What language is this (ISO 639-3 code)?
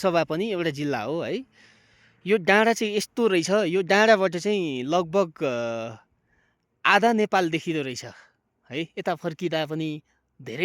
nep